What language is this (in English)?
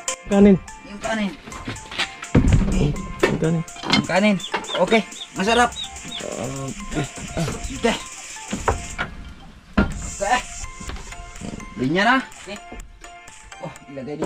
Filipino